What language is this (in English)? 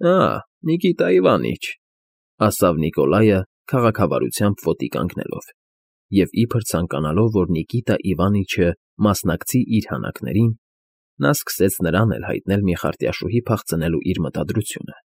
Armenian